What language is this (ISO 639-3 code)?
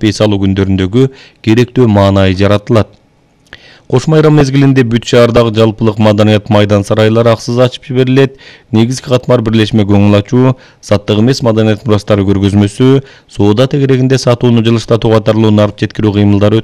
kir